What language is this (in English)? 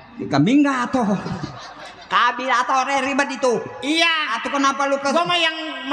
Betawi